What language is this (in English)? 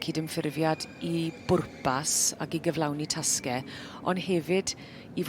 Welsh